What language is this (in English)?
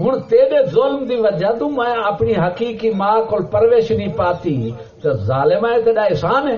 Saraiki